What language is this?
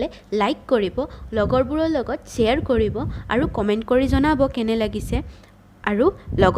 Assamese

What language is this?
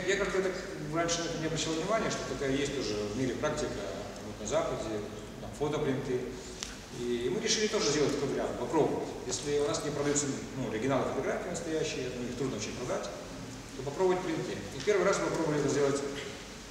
Russian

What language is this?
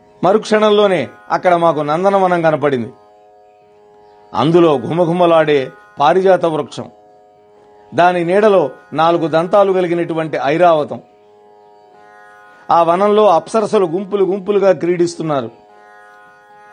Telugu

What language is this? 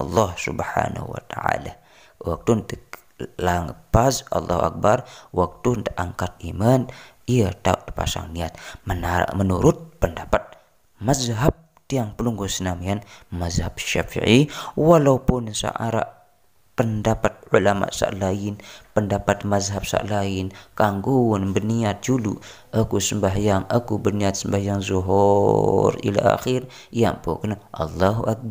Sasak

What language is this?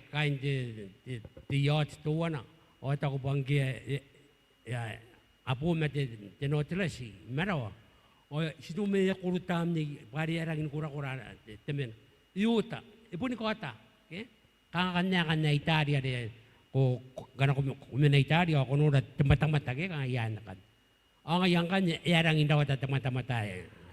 Gilbertese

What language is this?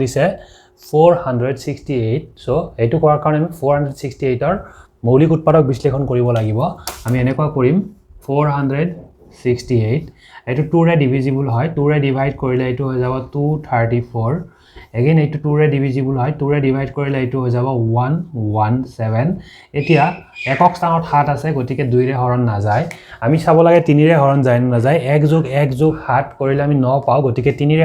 Assamese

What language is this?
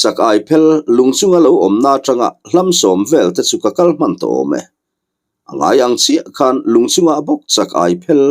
Mizo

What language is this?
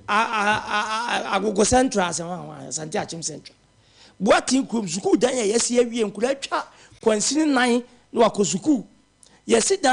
Akan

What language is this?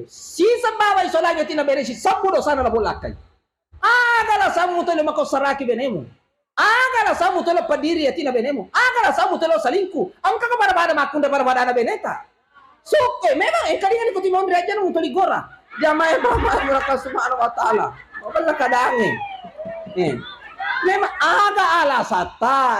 Buginese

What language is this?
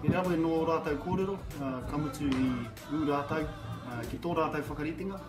Māori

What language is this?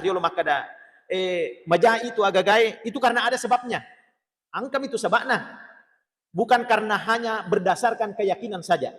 Buginese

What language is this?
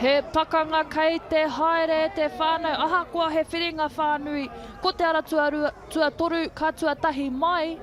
Māori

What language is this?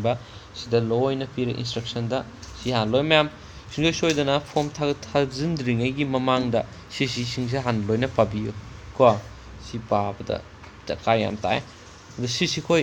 Manipuri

